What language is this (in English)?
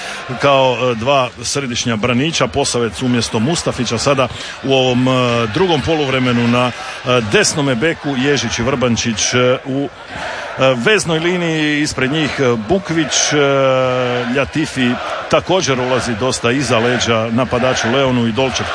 Croatian